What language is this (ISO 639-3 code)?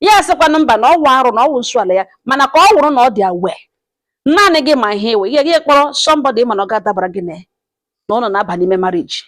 ibo